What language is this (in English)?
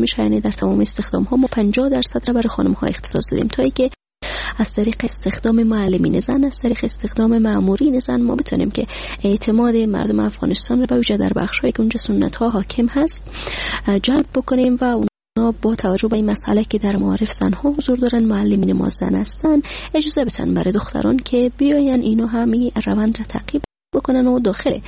Persian